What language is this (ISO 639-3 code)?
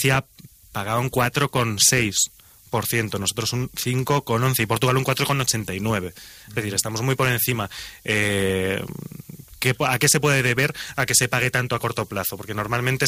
spa